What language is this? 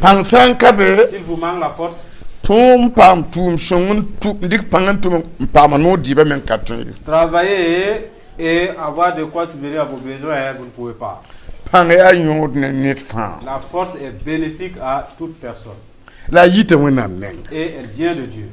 Mossi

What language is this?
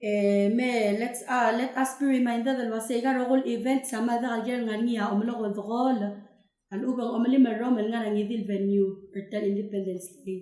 Palauan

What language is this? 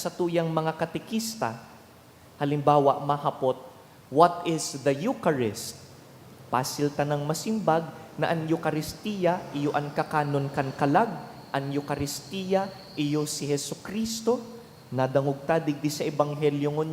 Bikol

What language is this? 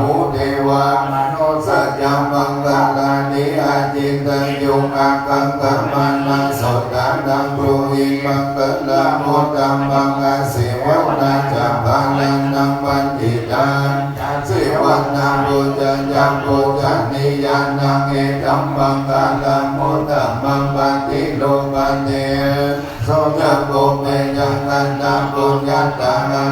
Pali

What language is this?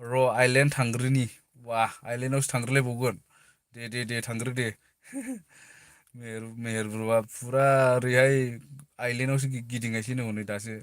Bodo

